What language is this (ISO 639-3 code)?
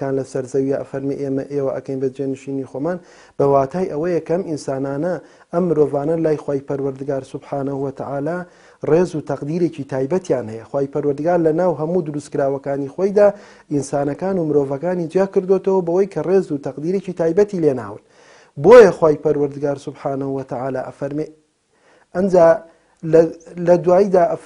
ckb